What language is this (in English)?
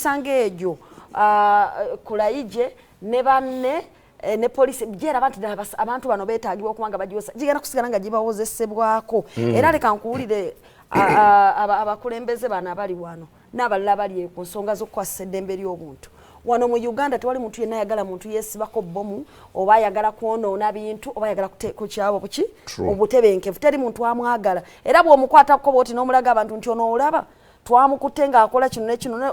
Ganda